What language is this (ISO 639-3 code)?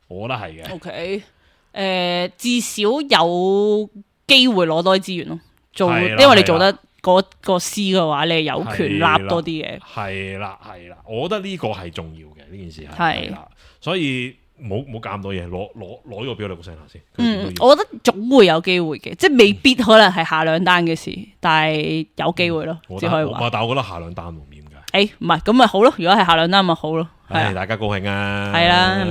yue